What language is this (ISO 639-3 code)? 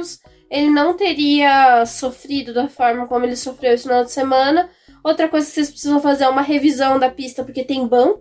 por